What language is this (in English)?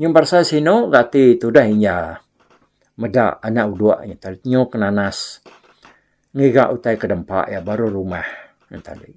Iban